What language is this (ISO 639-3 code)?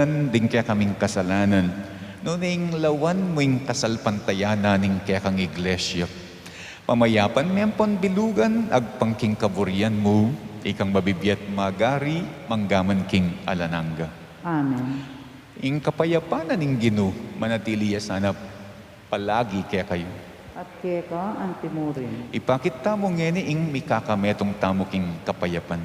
pam